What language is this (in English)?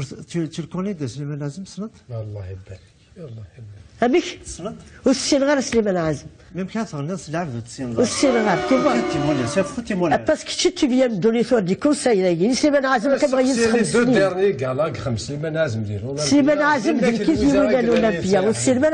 Kabyle